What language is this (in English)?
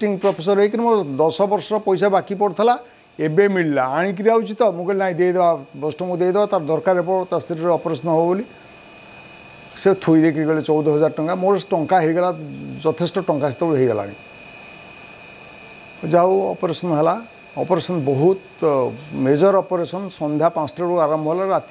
Odia